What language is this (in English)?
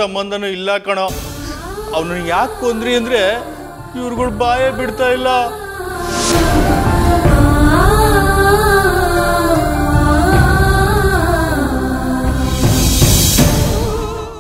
Kannada